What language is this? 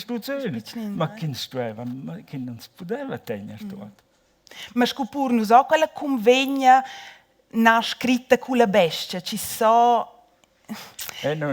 Romansh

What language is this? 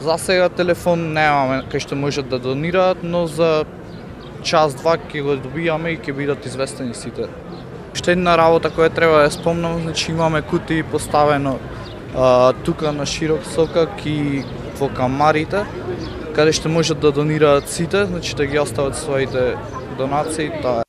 Macedonian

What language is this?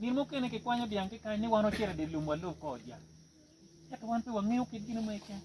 Acoli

